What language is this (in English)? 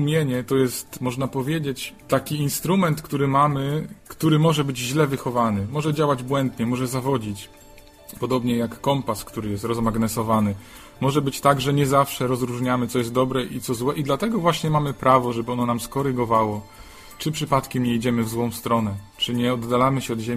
Polish